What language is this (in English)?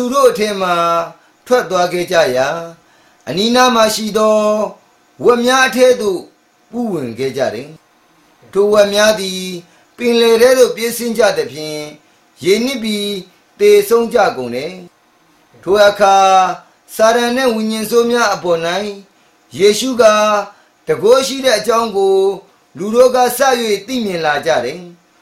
Burmese